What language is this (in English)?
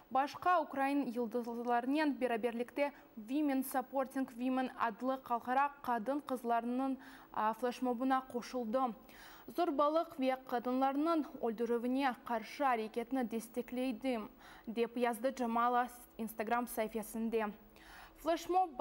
Crimean Tatar